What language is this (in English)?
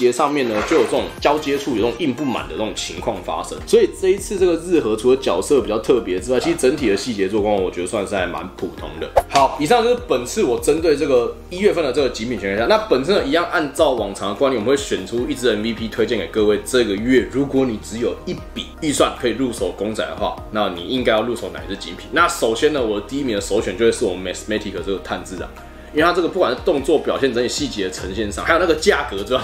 Chinese